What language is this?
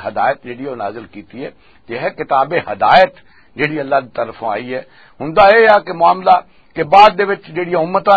Western Panjabi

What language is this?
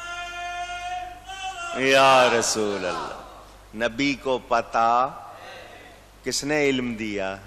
Urdu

